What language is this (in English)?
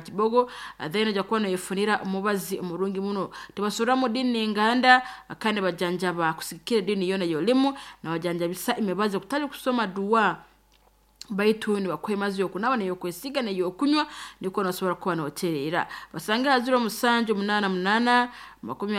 Nyoro